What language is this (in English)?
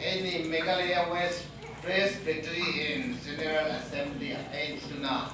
Hmar